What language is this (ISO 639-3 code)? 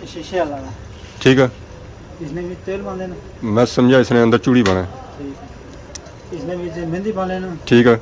phr